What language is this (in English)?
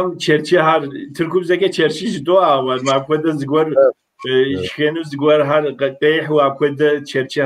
Kabardian